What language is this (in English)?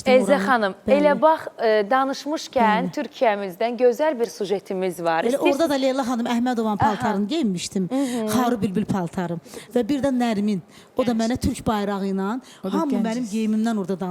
Azerbaijani